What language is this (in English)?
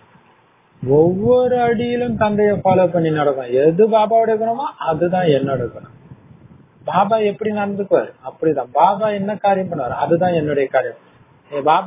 Tamil